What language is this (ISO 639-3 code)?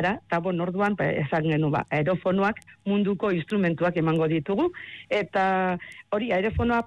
eus